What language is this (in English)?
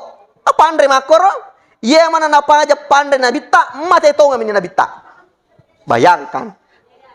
Buginese